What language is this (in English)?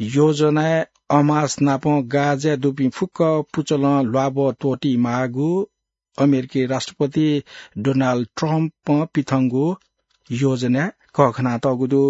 Newari